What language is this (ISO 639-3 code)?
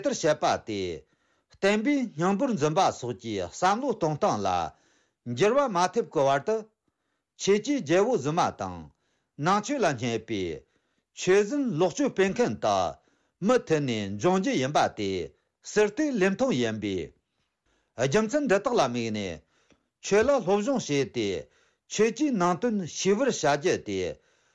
bod